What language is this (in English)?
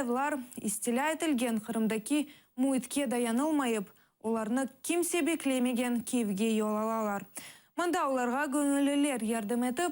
Crimean Tatar